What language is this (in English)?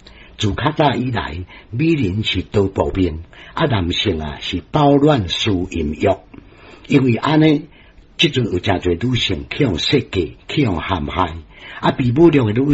Min Nan Chinese